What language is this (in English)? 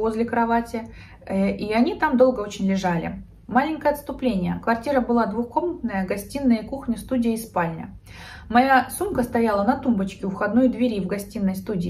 Russian